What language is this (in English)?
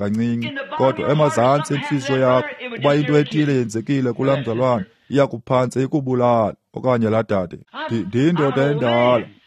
Xhosa